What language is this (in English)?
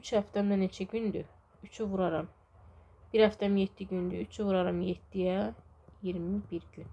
Azerbaijani